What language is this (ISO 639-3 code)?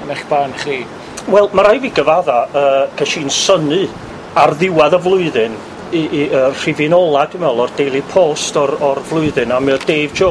cym